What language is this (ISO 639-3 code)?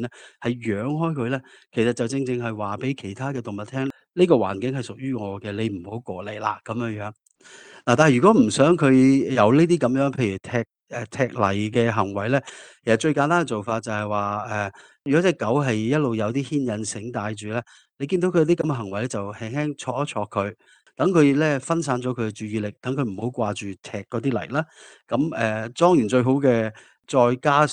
yue